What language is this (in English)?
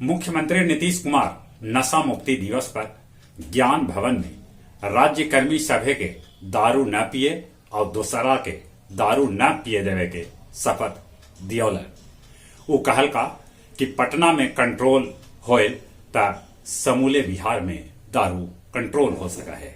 Magahi